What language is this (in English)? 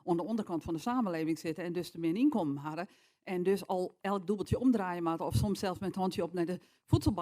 Western Frisian